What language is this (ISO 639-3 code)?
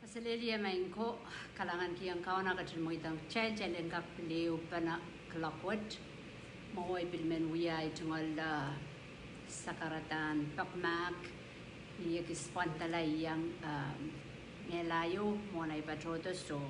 pon